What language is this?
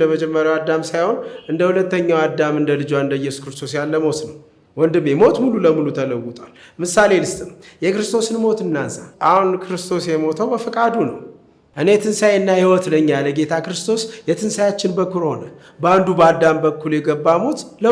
Amharic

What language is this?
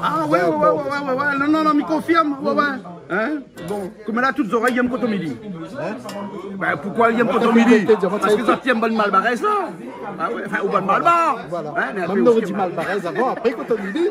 Réunion Creole French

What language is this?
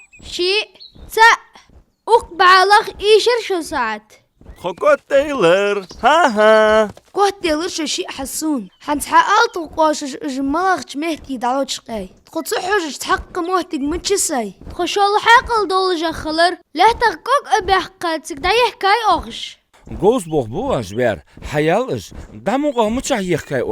Ingush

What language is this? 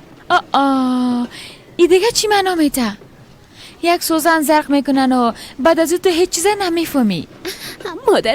Persian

